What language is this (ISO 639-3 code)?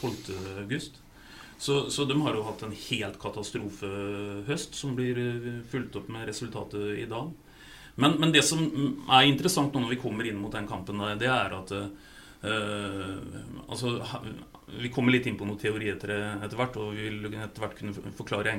nor